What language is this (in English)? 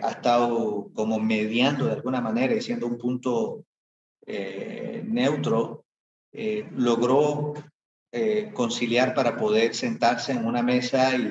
Spanish